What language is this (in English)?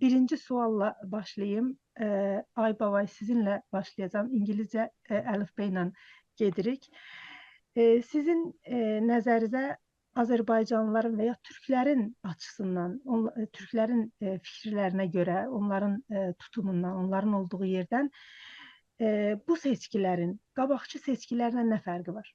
South Azerbaijani